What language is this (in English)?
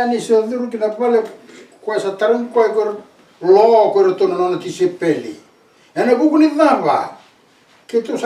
Fijian